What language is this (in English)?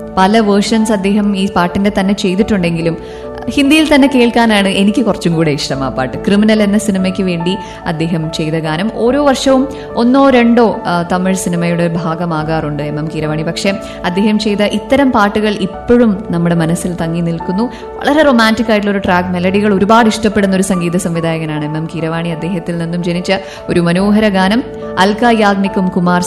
Malayalam